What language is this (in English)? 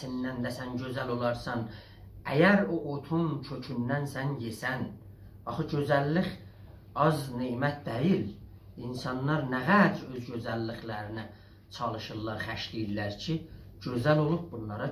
South Azerbaijani